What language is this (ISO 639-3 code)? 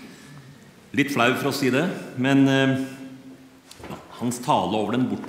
nor